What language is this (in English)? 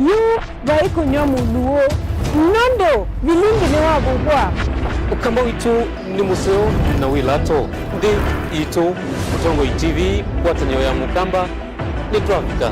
Kamba